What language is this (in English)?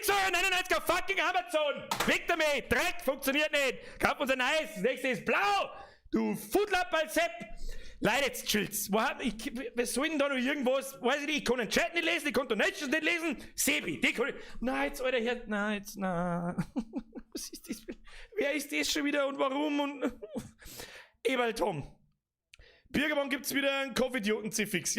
Bavarian